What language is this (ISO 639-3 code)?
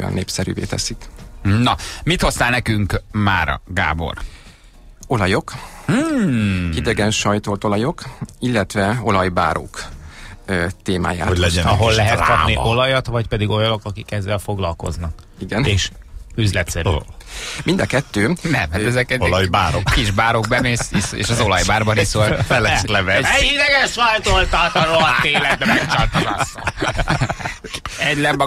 hun